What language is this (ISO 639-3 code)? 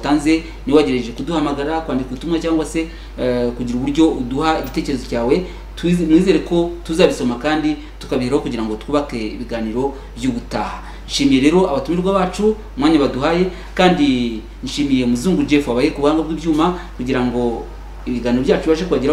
kin